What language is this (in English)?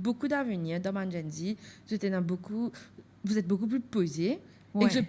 Morisyen